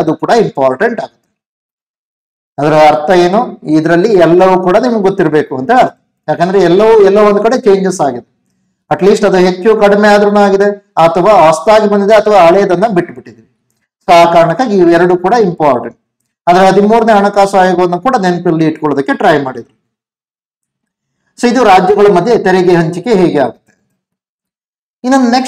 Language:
Kannada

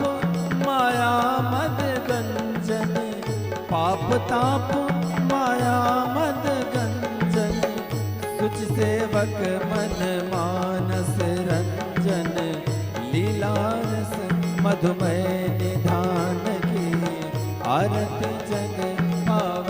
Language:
Maithili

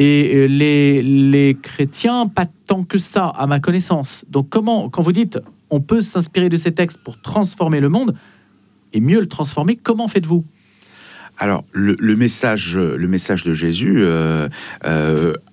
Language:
French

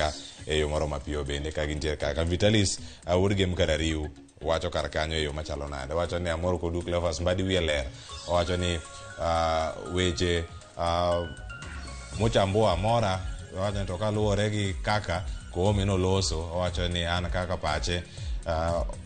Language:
Luo (Kenya and Tanzania)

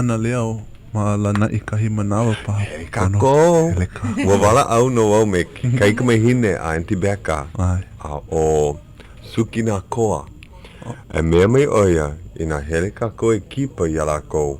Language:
Hawaiian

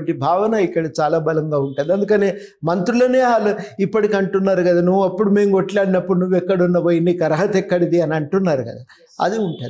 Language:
Telugu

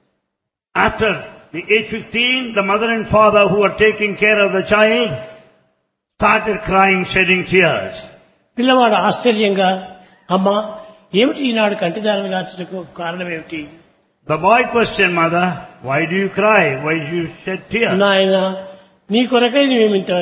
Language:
Telugu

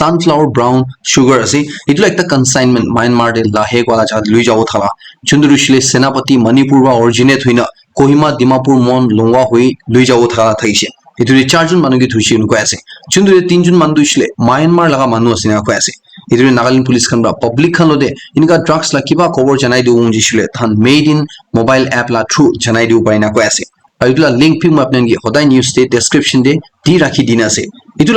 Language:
Naga Pidgin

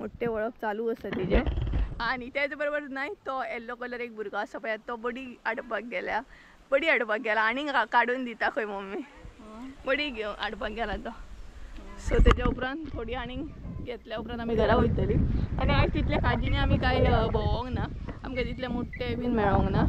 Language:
Konkani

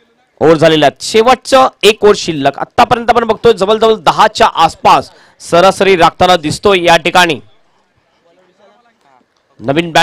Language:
Marathi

